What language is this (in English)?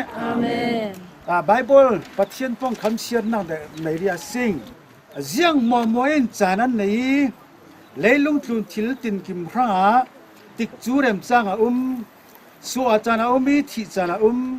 Falam Chin